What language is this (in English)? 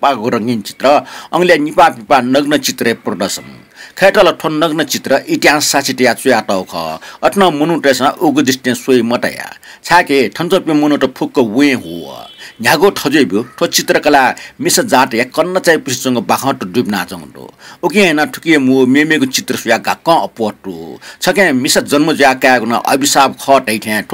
Newari